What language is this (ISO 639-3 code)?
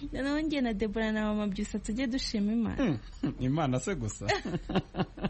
kin